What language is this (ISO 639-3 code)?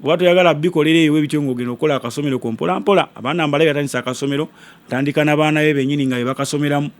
lug